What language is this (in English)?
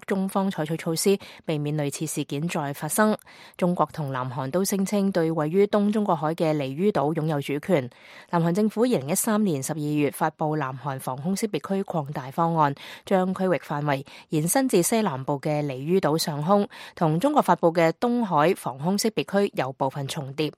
Cantonese